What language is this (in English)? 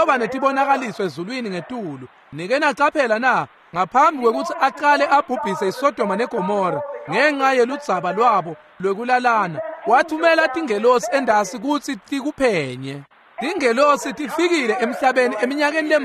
Swati